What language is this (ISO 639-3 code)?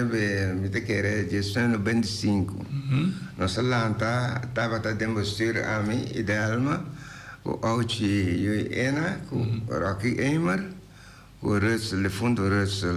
pap